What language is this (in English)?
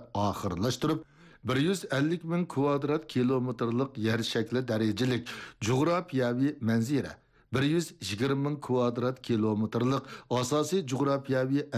Uyghur